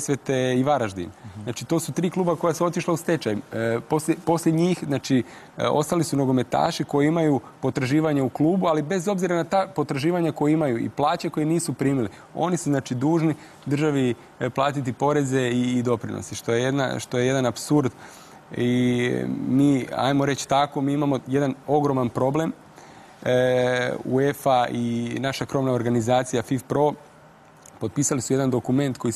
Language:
Croatian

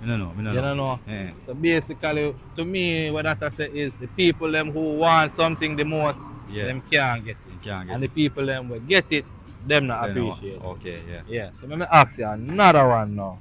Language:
Jamaican Creole English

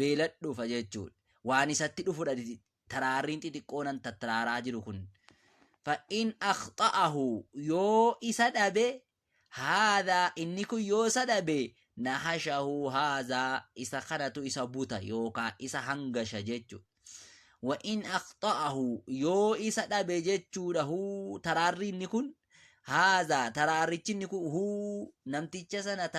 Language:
Oromo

